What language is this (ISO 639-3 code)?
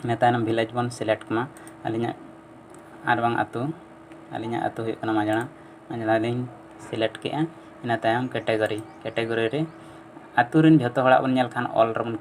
sat